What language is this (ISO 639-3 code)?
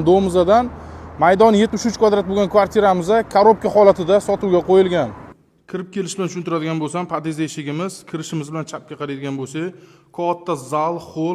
uzb